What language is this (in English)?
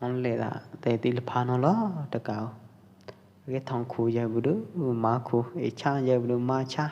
Pwo Eastern Karen